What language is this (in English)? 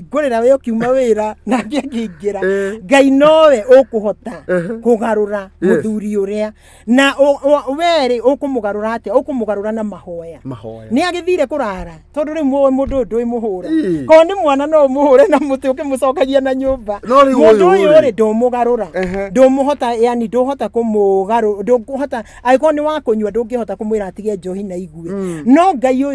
Kikuyu